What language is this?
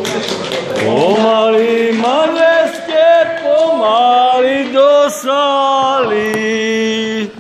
Slovak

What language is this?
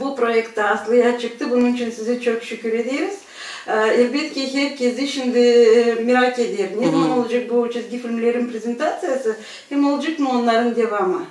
Gagauz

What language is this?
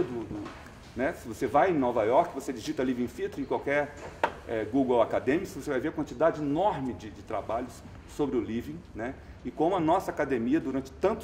Portuguese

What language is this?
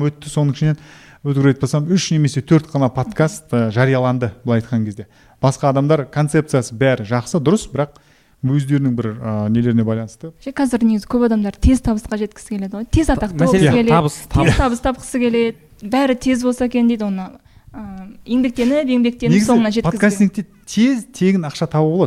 Kazakh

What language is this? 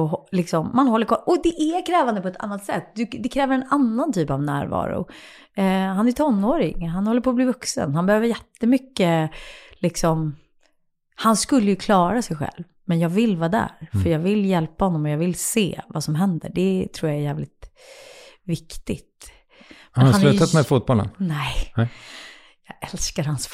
Swedish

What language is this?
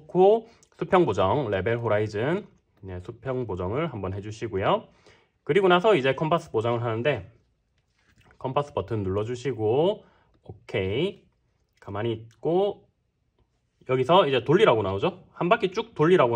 Korean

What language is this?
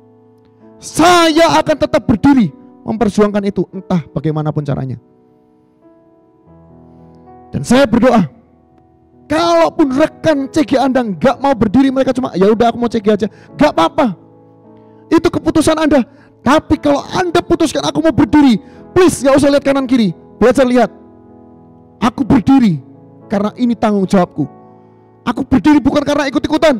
Indonesian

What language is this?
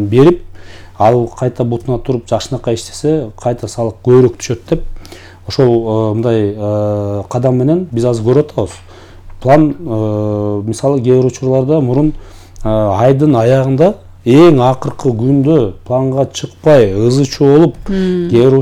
Kyrgyz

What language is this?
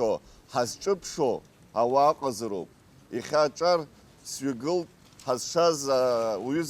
Abkhazian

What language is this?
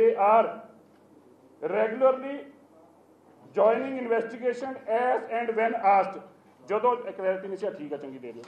Punjabi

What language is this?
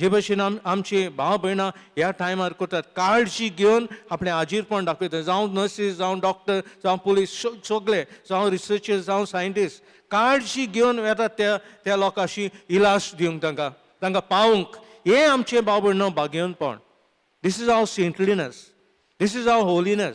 Konkani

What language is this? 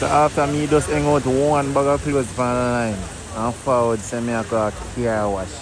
Jamaican Creole English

